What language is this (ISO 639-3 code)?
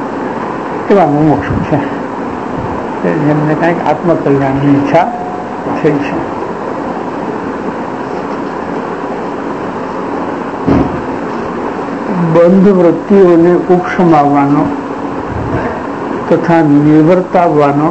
guj